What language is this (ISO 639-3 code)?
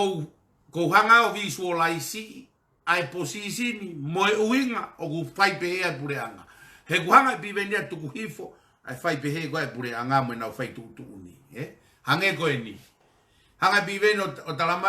ton